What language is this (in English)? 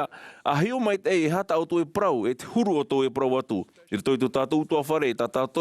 Tahitian